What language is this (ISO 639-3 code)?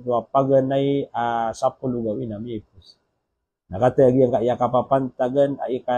mrw